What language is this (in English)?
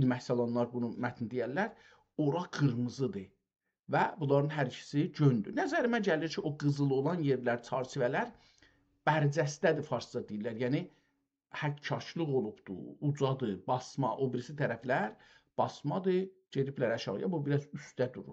South Azerbaijani